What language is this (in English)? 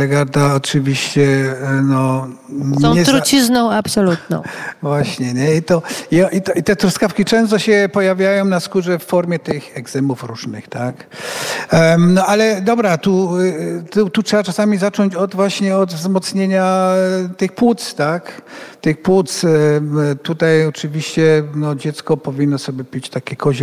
Polish